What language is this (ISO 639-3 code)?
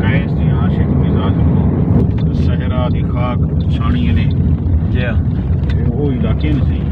skr